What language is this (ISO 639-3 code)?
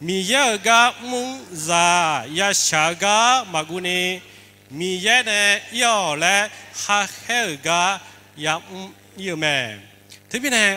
ahk